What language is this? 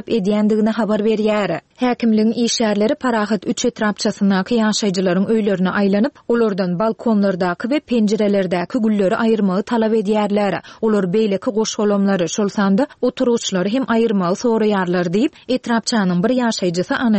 Turkmen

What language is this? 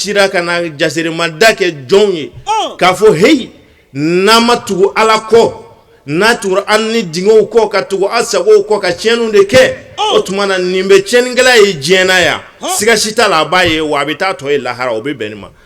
Bambara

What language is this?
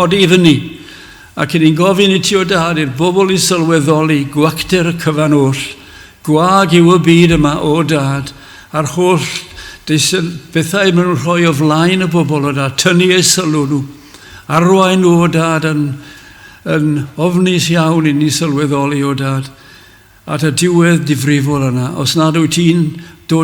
Welsh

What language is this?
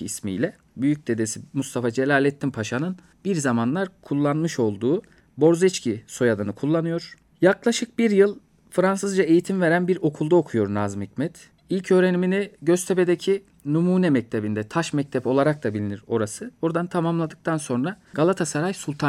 Turkish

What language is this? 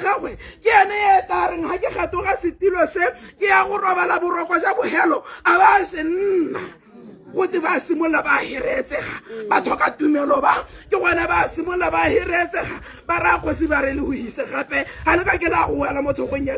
Tswana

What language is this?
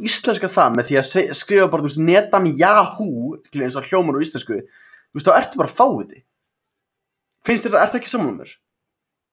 Icelandic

